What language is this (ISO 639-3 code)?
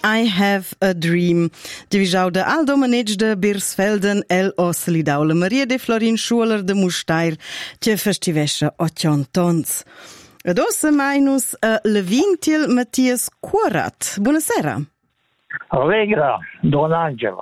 roh